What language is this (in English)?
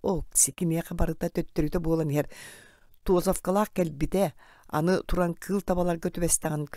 Yakut